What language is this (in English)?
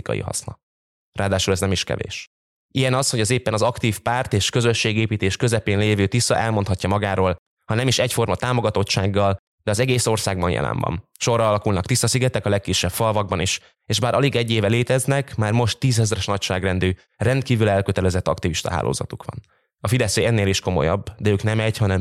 Hungarian